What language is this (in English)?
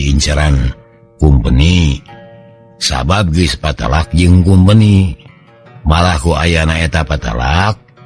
Sundanese